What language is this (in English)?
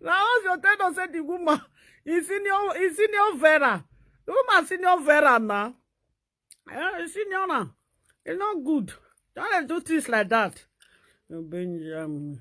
Nigerian Pidgin